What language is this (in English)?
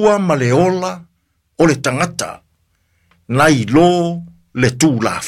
Samoan